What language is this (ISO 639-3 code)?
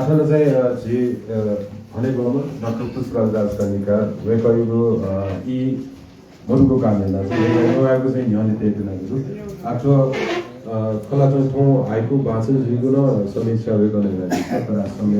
new